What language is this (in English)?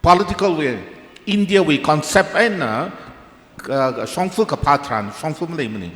Tangkhul Naga (India)